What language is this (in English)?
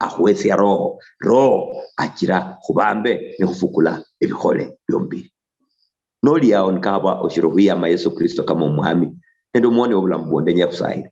Luyia